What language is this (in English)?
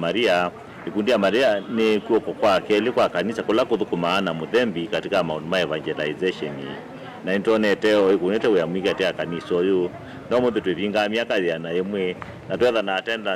Kamba